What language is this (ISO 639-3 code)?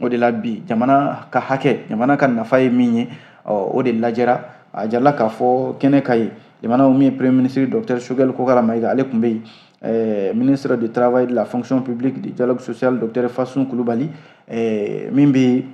bam